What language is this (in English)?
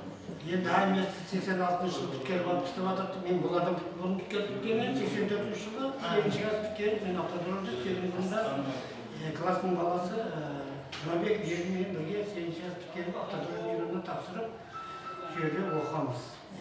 Kara-Kalpak